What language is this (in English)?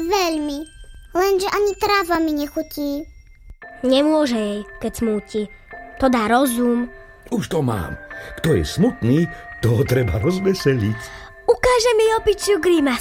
Slovak